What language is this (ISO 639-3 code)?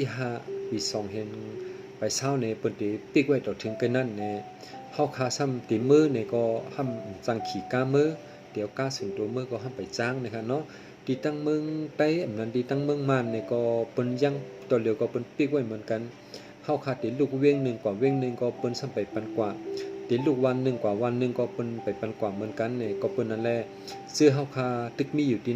shn